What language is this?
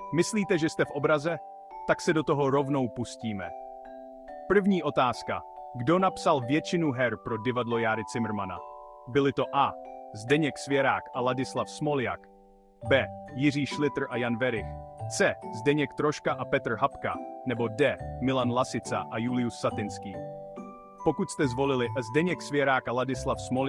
Czech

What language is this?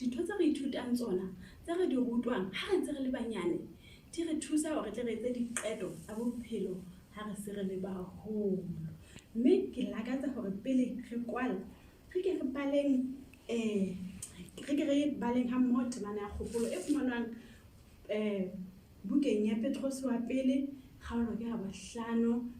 Southern Sotho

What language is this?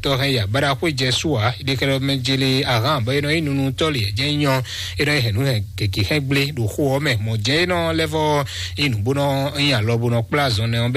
Fon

